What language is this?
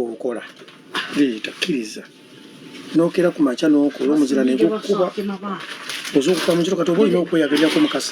Ganda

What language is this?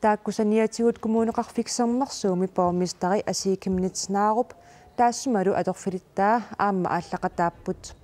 Kalaallisut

